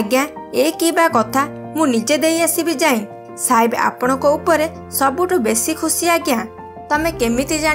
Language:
Odia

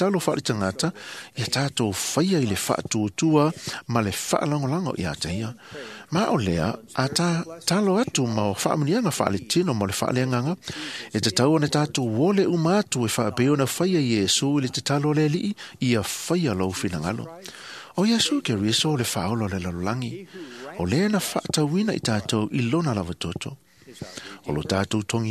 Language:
Samoan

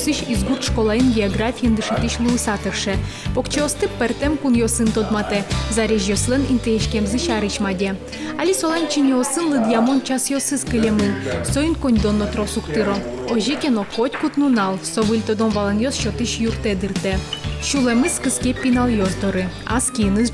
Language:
Udmurt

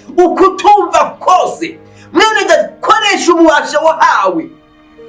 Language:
Rundi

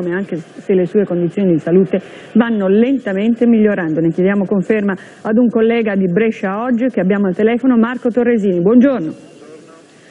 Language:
Italian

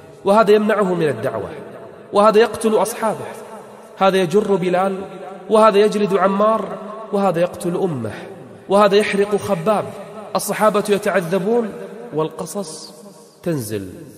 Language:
Arabic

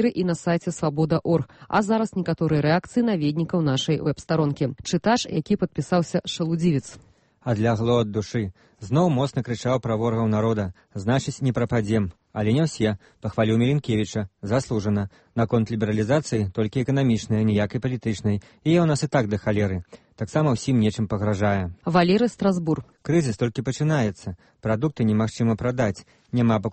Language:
Belarusian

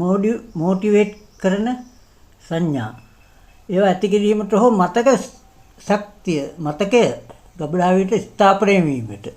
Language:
Sinhala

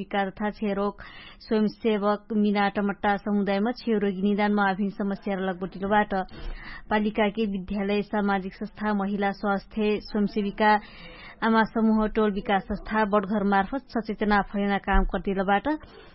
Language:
Dangaura Tharu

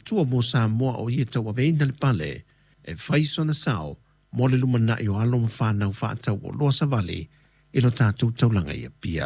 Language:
Samoan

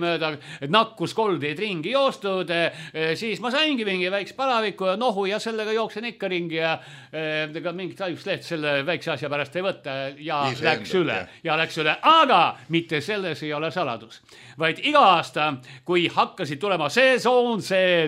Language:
Estonian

